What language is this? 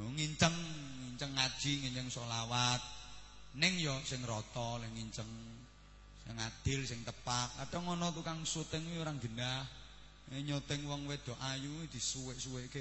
Javanese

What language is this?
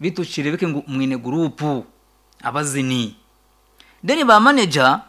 Nyankole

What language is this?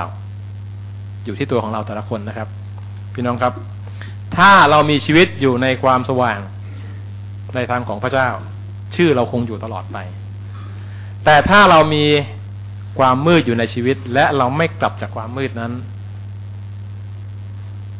Thai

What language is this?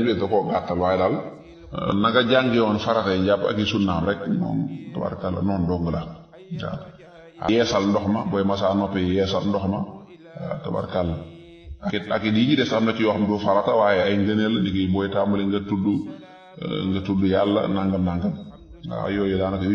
Wolof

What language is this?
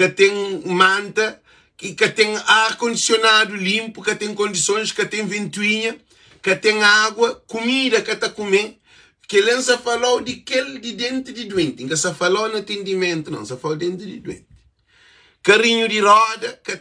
Kabuverdianu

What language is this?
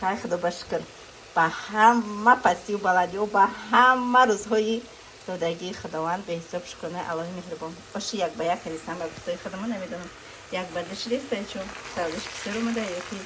Tajik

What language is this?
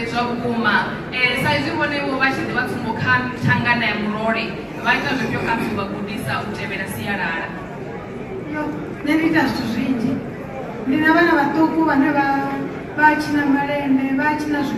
Venda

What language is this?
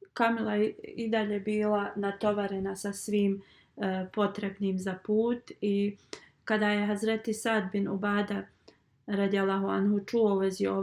Bosnian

